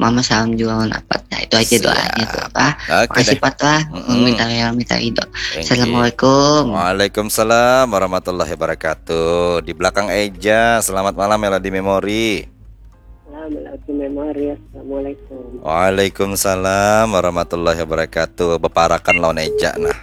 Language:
Banjar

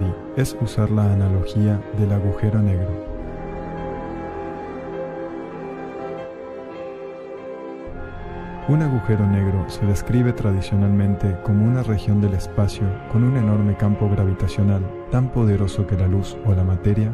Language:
Spanish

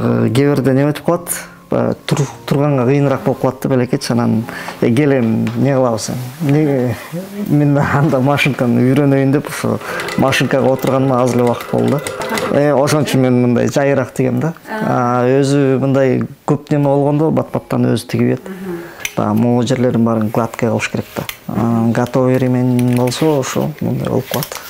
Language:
Kyrgyz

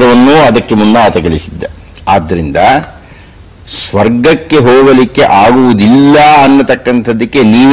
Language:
Kannada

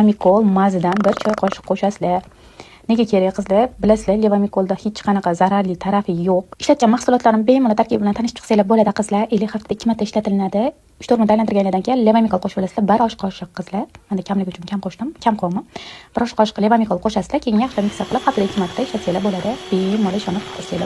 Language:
Uzbek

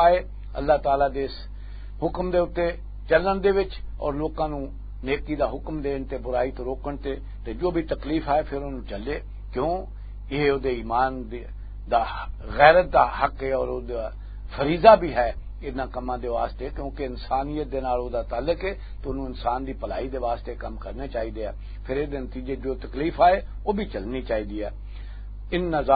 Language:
Western Panjabi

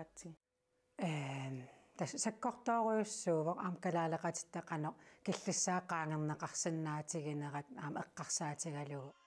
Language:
Kalaallisut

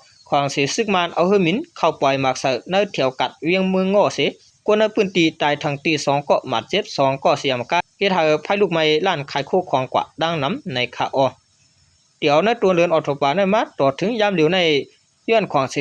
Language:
Shan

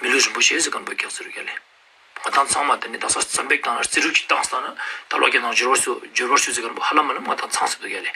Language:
Ladakhi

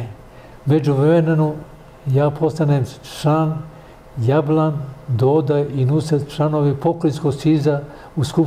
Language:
Serbian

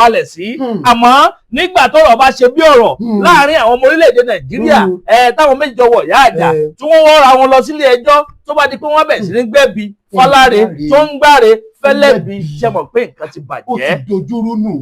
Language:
Yoruba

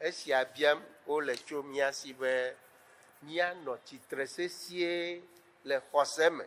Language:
Ewe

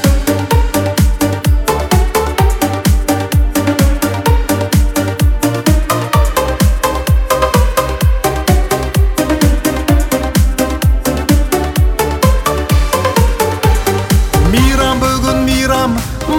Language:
Kazakh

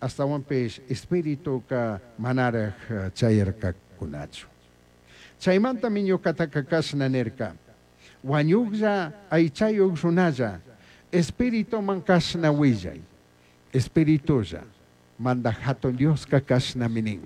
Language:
Chimborazo Highland Quichua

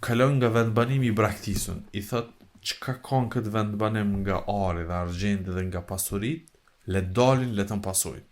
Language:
Albanian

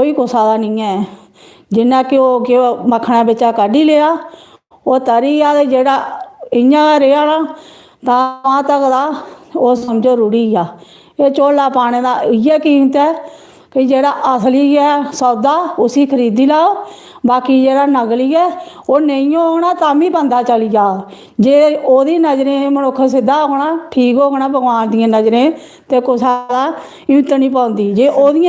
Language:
Dogri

